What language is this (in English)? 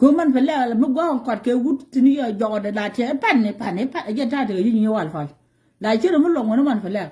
Nuer